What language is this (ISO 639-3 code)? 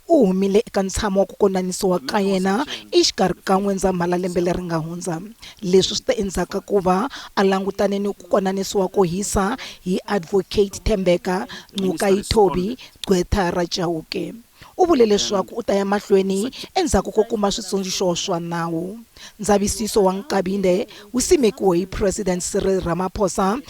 tso